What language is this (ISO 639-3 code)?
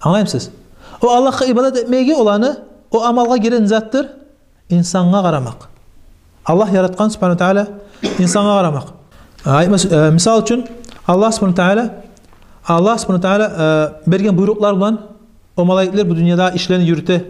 kum